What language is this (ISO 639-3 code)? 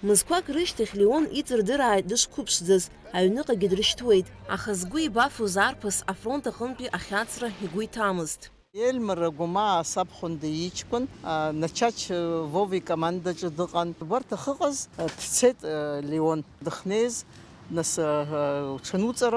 abk